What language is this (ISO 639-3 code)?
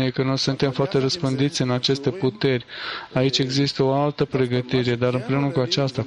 ron